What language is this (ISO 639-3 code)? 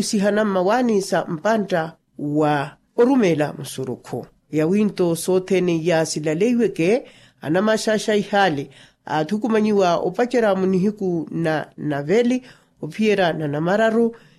vmw